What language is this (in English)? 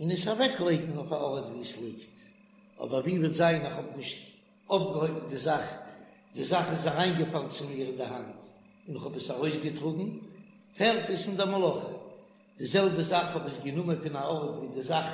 Yiddish